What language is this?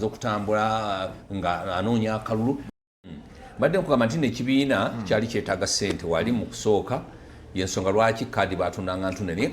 Ganda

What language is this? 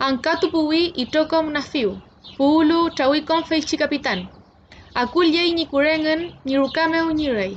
Mapuche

